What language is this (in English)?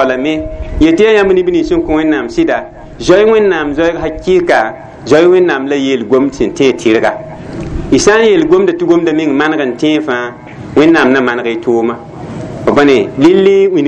Mossi